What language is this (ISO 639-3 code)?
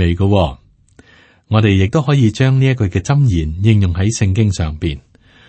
yue